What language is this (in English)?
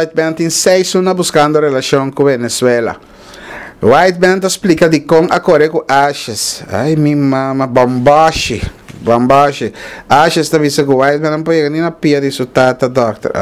Papiamento